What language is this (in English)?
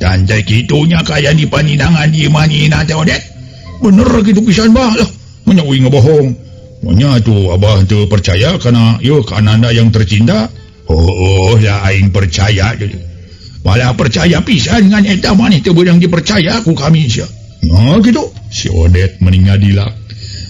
Sundanese